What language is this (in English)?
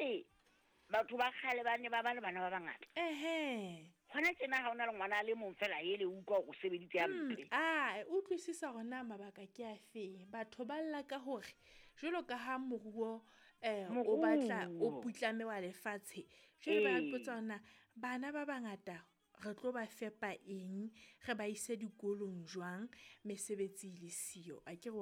Southern Sotho